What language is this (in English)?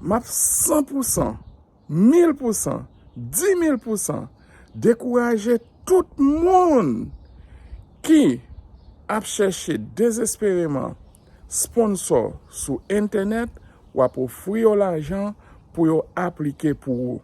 Haitian Creole